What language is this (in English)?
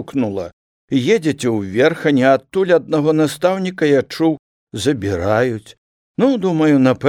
Belarusian